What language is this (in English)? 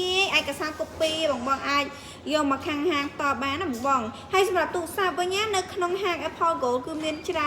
Khmer